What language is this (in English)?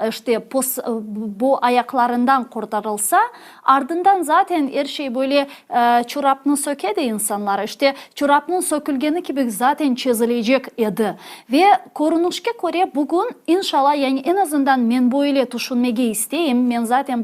Crimean Tatar